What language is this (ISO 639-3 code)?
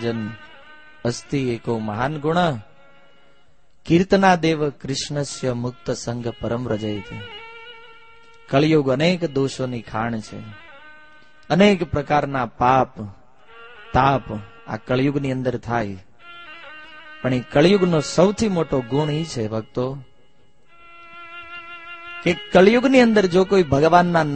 guj